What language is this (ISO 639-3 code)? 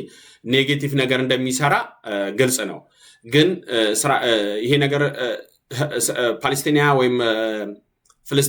amh